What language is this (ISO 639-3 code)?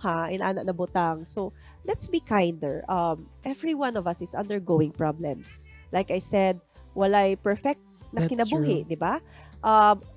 ceb